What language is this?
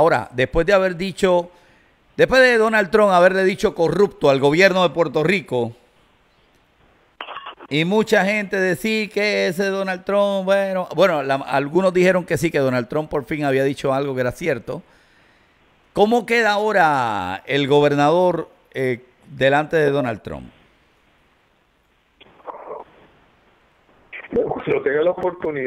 Spanish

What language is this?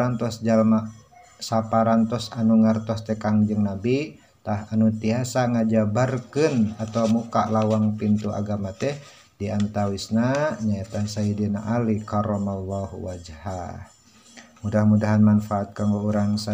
Sundanese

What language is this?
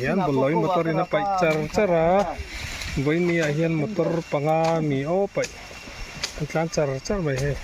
Mizo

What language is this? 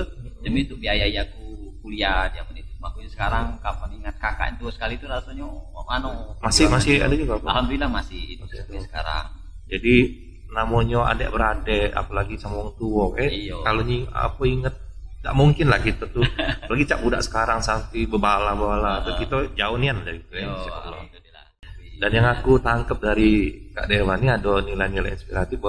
Musi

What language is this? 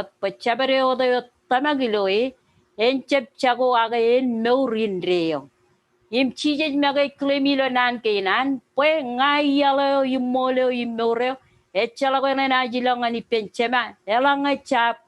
Marshallese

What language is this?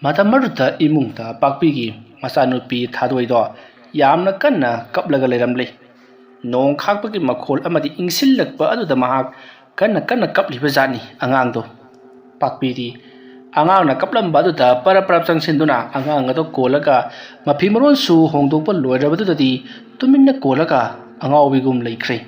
Manipuri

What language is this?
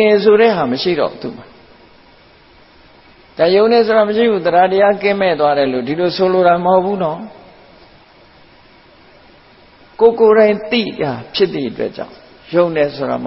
Burmese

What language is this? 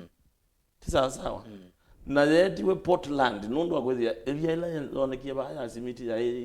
Kamba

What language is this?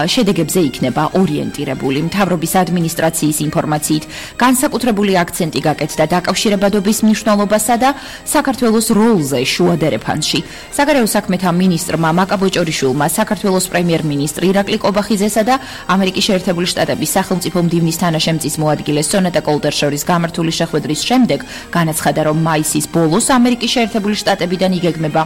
Georgian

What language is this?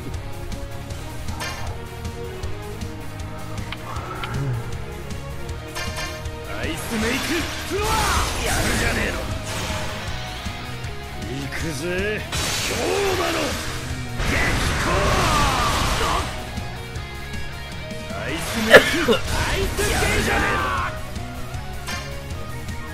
Japanese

